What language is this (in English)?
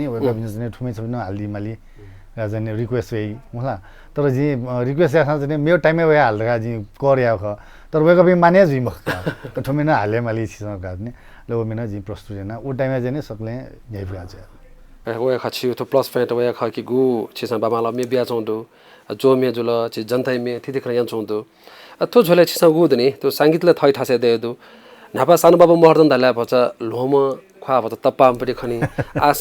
Newari